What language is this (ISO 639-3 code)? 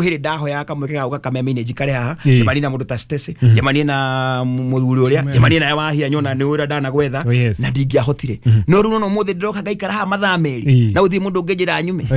kik